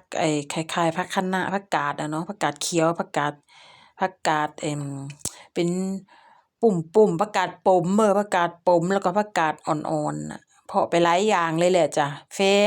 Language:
Lao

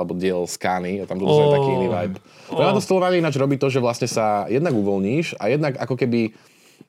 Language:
Slovak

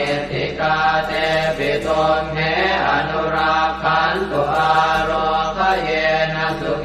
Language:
Pali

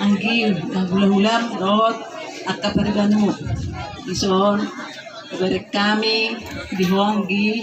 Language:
Batak Toba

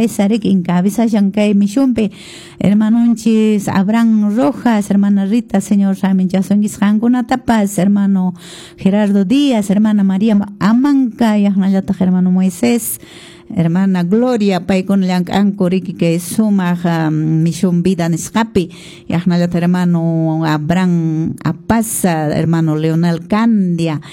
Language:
Quechua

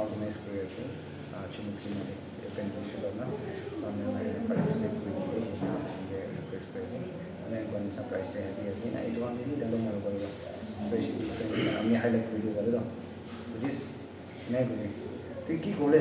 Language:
Naga Pidgin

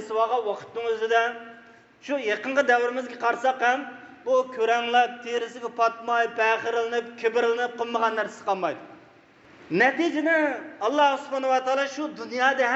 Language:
Uyghur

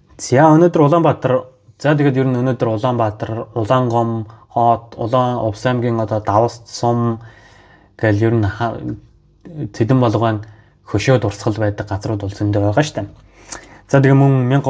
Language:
Mongolian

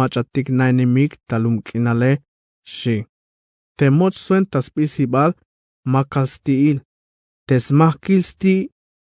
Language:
Tzeltal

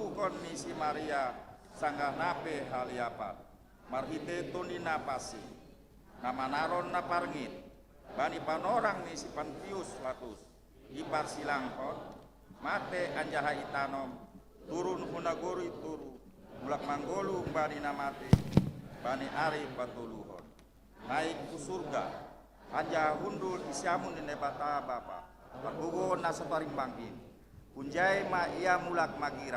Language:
Batak Simalungun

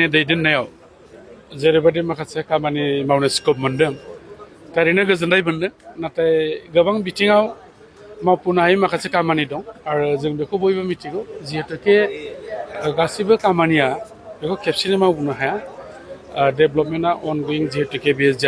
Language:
Bodo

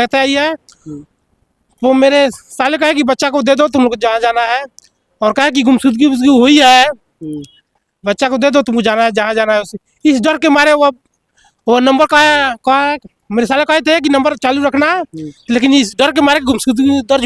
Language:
Bhojpuri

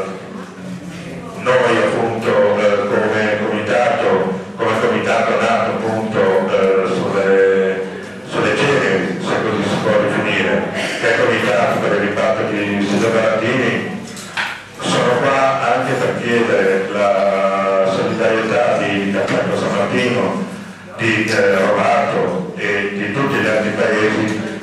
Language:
Italian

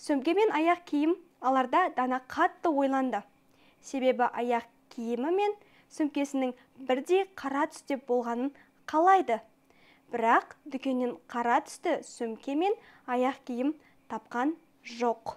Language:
Kazakh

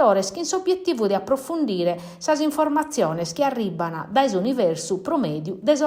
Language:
Sardinian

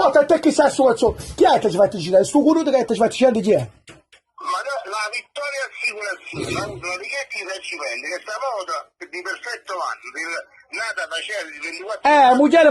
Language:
Neapolitan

